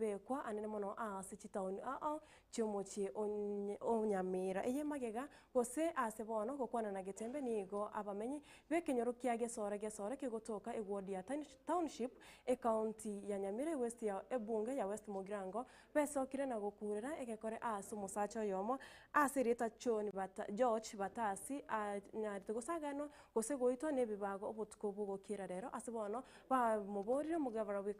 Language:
Gusii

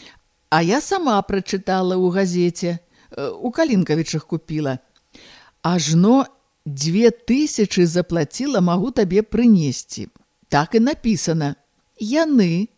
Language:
Belarusian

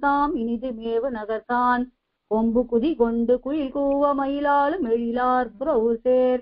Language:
Tamil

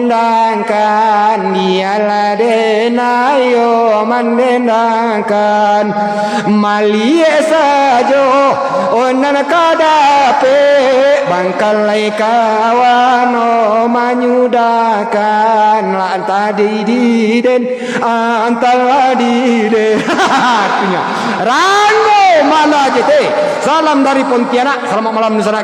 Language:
Minangkabau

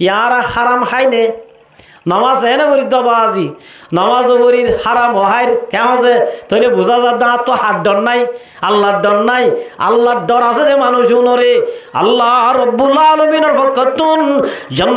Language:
Rohingya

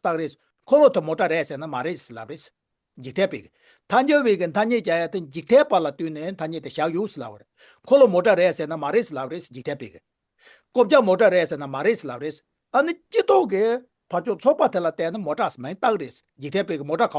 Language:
Tibetan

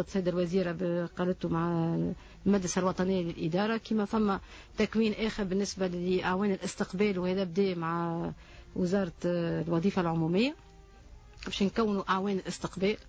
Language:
Tunisian Arabic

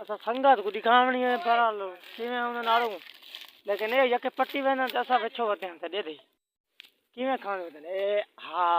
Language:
Saraiki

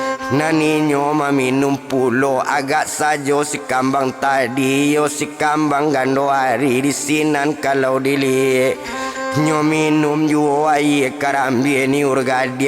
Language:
Minangkabau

